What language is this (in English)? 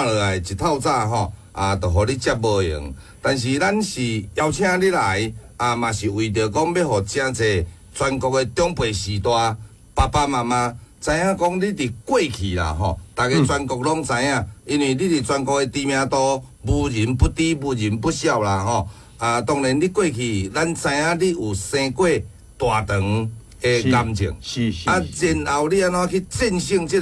Min Nan Chinese